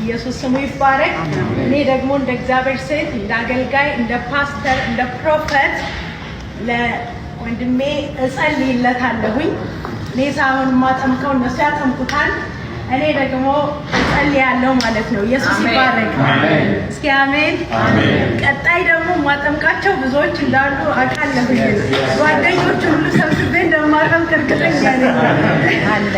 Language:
Amharic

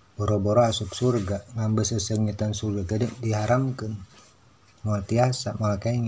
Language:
Sundanese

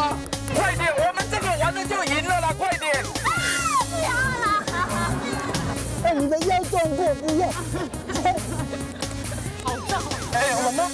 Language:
Chinese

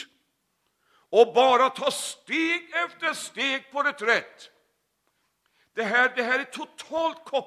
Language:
Swedish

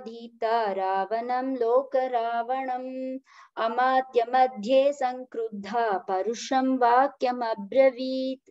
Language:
Sanskrit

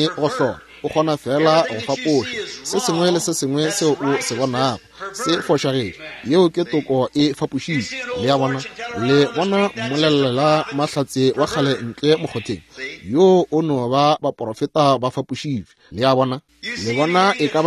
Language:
Northern Sotho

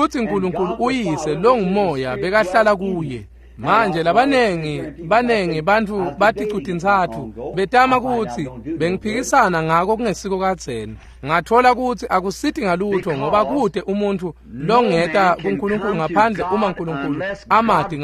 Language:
Swati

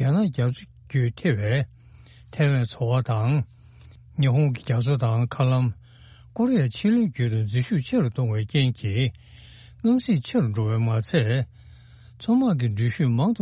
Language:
Tibetan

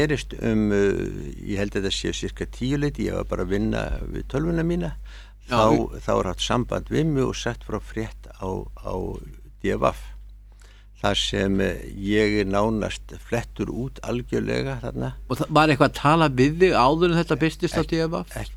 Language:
Icelandic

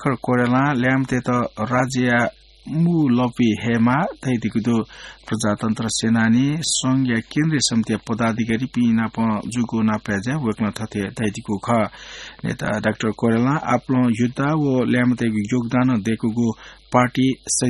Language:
Newari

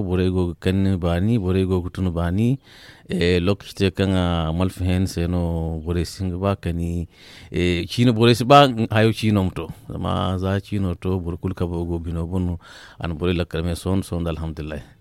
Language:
Zarma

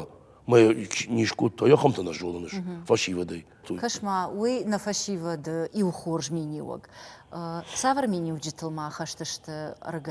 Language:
Ossetic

